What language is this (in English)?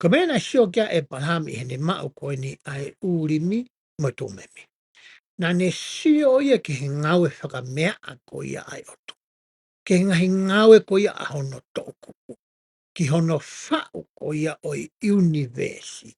Tongan